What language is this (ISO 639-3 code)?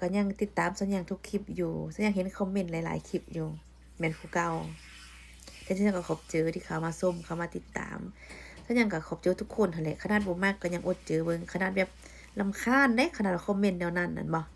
lao